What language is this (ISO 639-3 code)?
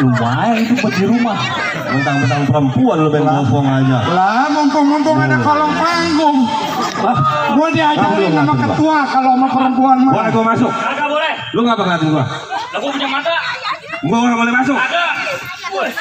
bew